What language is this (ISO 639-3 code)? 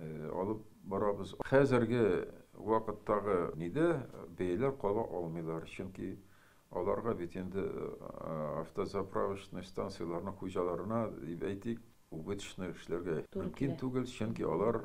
tat